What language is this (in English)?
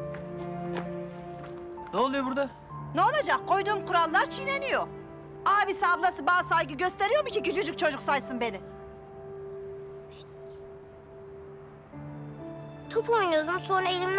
Turkish